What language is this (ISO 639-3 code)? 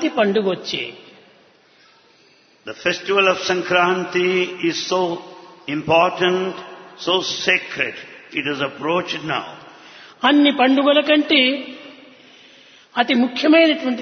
tel